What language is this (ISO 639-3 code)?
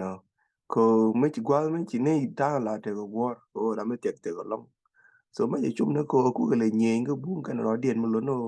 nus